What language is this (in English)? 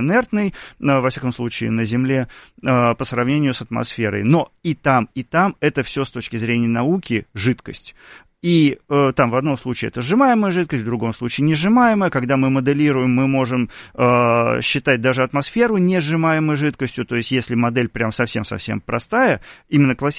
Russian